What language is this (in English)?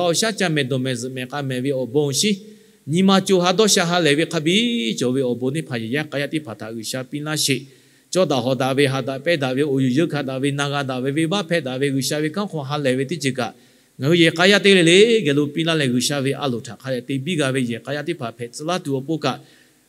Lahu